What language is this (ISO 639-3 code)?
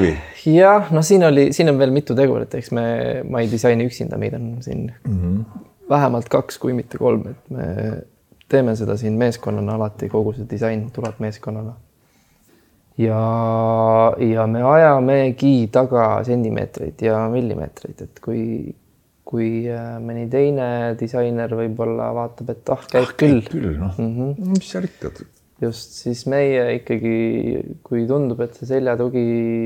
est